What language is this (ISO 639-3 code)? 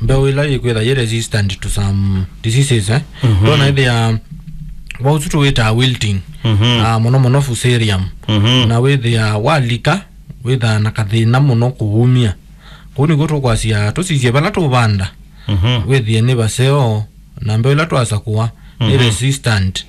kam